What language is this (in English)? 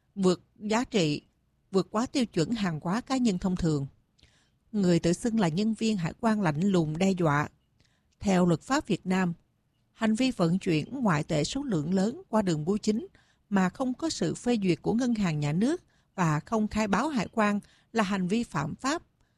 Vietnamese